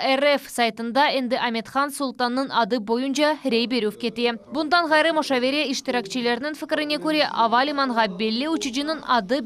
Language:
Crimean Tatar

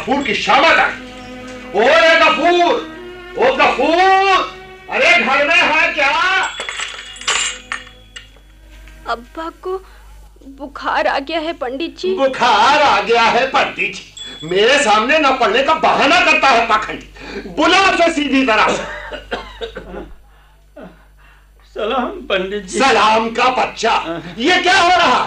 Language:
Hindi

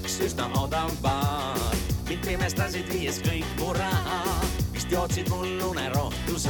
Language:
Estonian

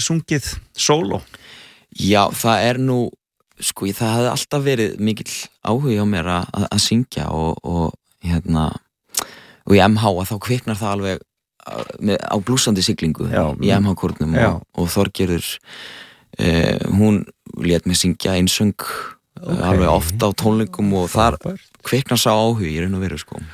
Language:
Icelandic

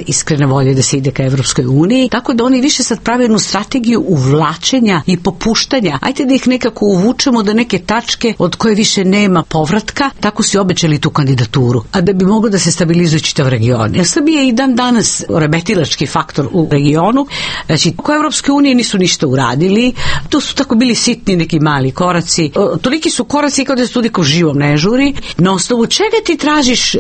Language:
Serbian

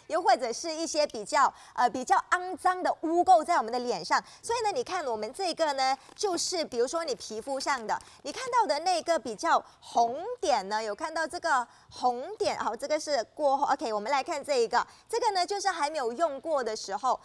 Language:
Chinese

